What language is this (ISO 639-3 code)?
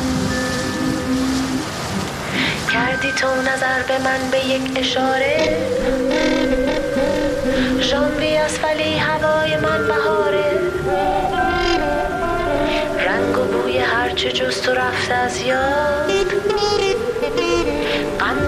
fas